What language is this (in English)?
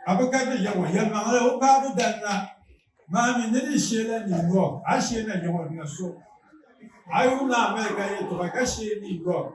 Dagbani